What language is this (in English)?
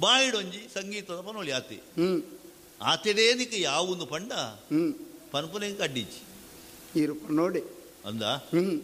Tulu